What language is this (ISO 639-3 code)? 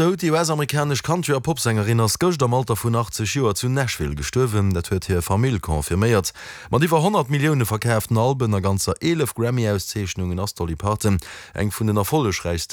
ltz